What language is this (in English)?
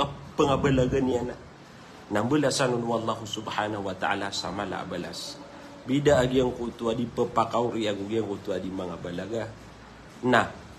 Maranao